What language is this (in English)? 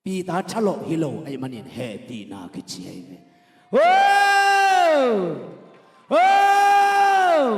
Tedim Chin